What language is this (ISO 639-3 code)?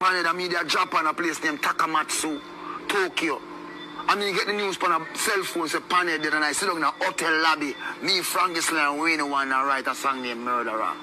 jam